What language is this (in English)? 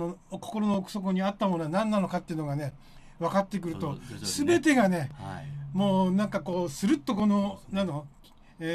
Japanese